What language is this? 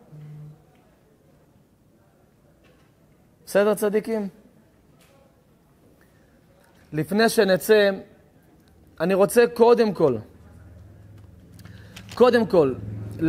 Hebrew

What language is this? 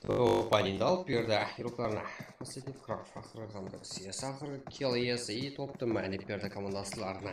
Kara-Kalpak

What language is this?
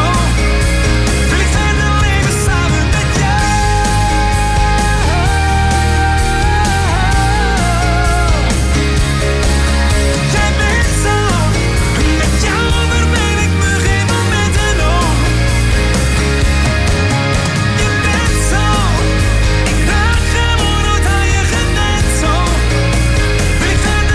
Dutch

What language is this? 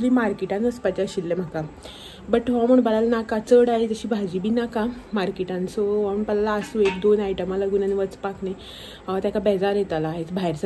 Konkani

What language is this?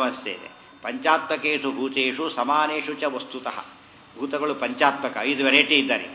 Kannada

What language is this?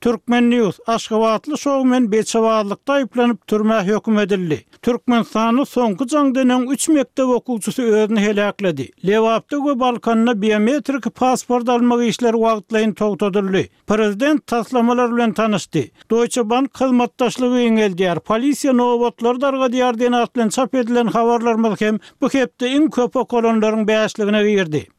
Turkmen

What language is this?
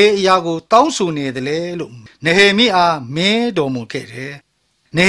Burmese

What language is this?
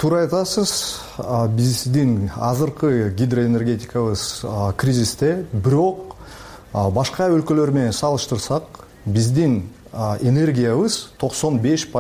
Kyrgyz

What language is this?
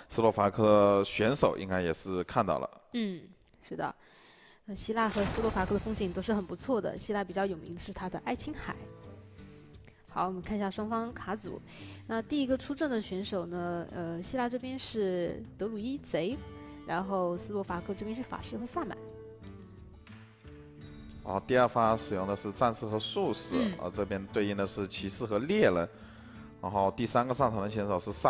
Chinese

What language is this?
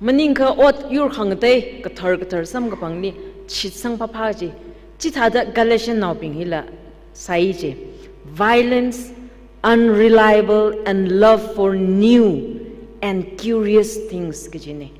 Tangkhul Naga (India)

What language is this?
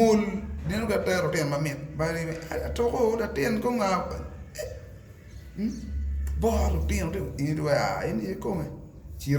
Acoli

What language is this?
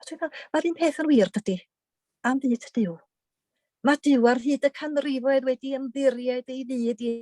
Welsh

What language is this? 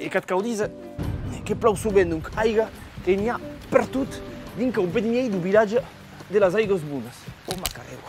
Occitan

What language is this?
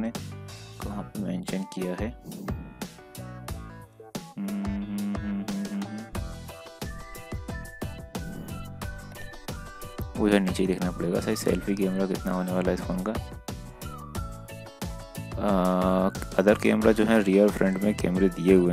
Hindi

